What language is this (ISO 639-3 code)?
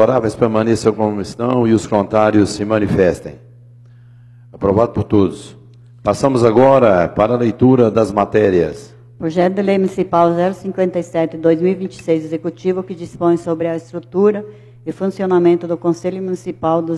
por